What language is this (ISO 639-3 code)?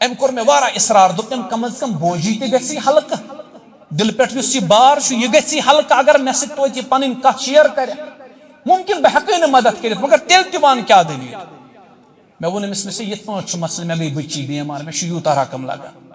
kas